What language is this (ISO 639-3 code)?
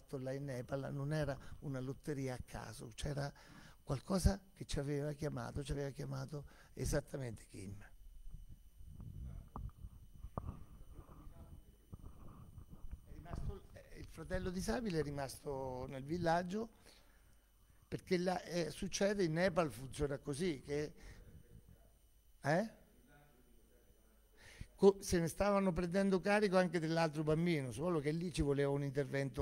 ita